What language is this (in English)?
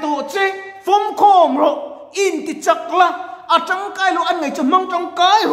Mizo